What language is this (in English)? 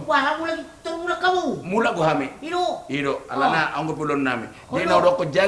Batak Toba